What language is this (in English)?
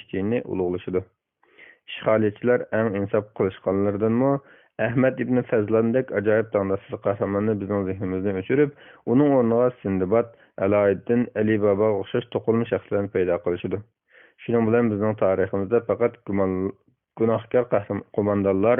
Uyghur